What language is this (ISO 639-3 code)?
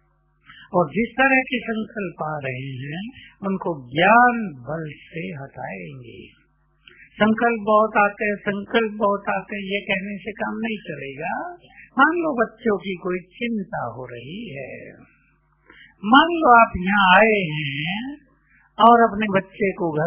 hin